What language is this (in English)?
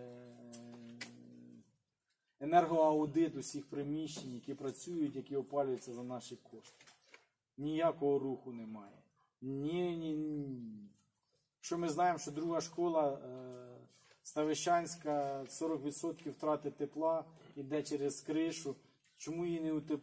Ukrainian